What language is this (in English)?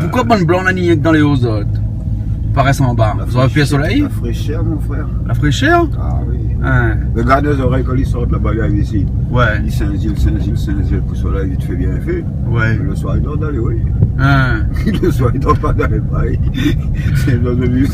Réunion Creole French